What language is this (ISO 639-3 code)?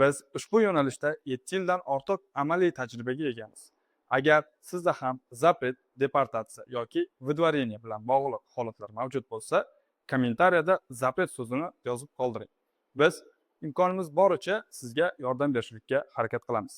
uzb